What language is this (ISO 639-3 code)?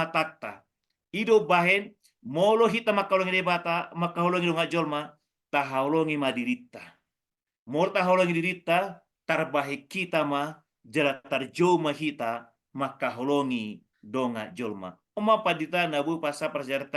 bbc